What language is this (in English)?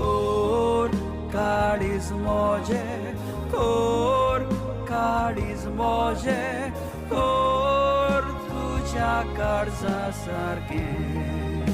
Konkani